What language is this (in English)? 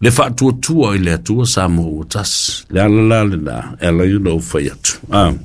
Samoan